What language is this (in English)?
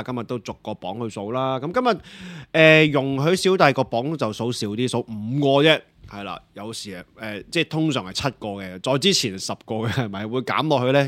Cantonese